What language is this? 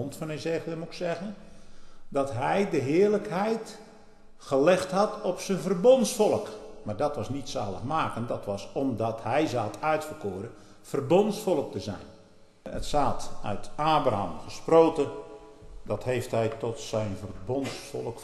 Dutch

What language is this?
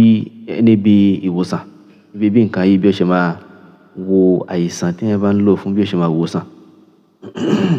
Yoruba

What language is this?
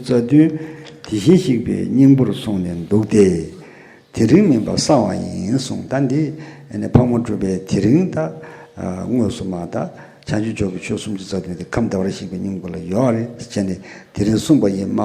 Tibetan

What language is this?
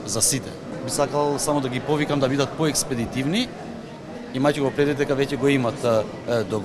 Macedonian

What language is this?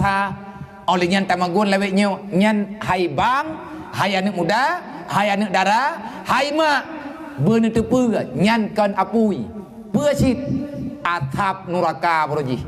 Achinese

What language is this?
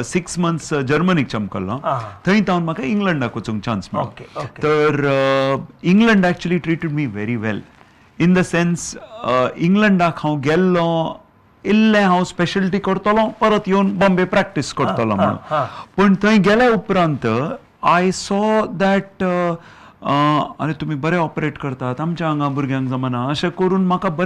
Konkani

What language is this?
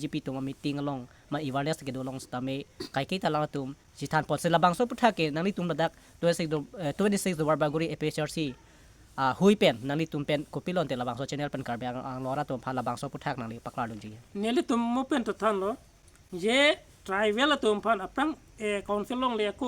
Karbi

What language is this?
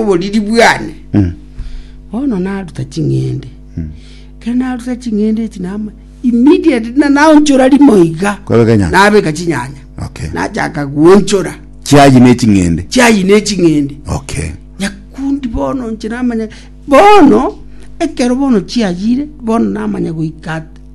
Gusii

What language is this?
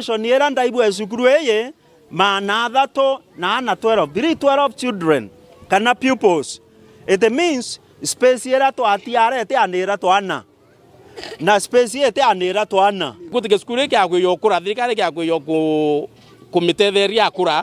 Meru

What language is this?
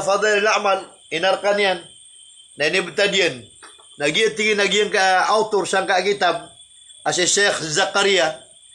Maranao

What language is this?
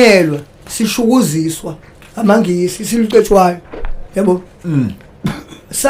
Zulu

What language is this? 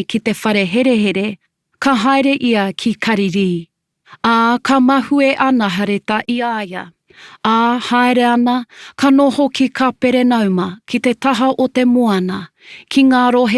Māori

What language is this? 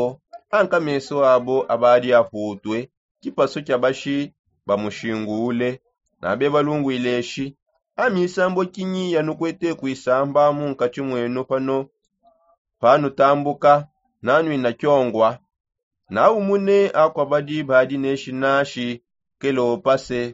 Songe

